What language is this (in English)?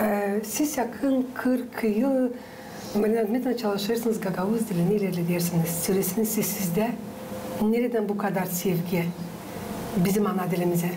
Gagauz